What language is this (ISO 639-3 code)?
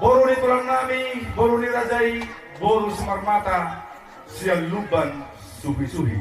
bbc